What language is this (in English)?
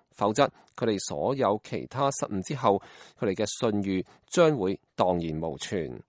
Cantonese